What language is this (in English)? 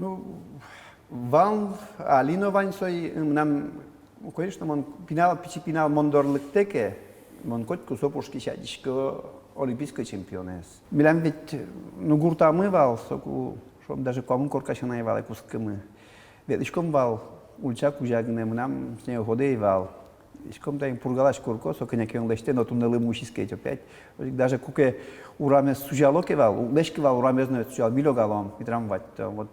Udmurt